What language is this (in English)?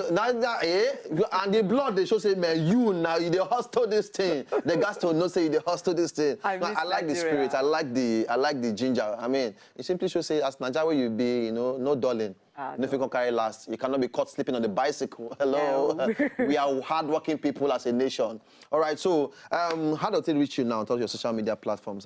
Nigerian Pidgin